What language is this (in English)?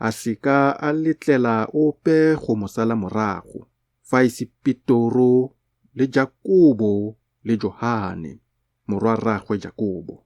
Tswana